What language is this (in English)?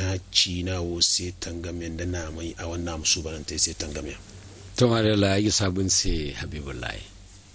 Zarma